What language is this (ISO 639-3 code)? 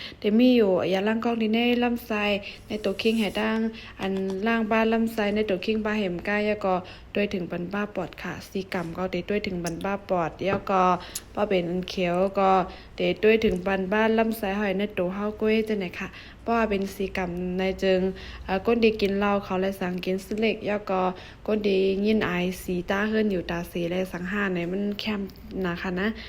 shn